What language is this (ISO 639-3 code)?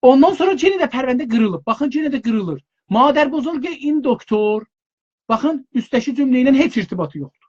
azb